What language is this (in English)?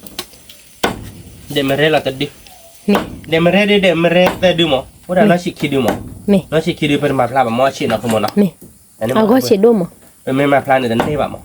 S'gaw Karen